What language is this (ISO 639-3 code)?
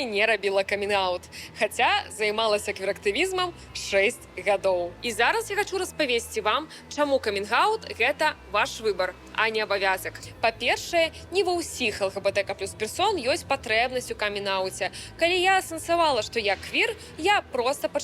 bel